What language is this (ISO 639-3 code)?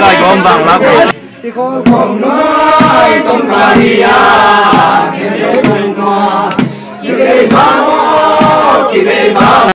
ctd